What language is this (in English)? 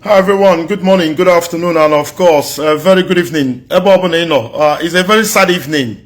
Igbo